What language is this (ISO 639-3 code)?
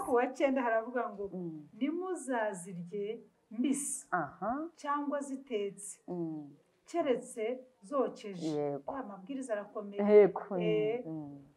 kin